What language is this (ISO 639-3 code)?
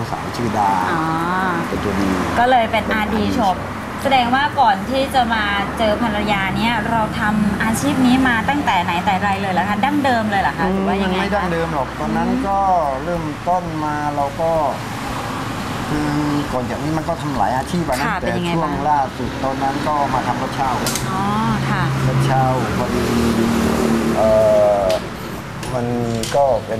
tha